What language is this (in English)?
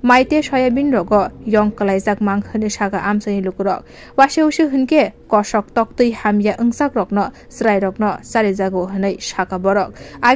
Kok Borok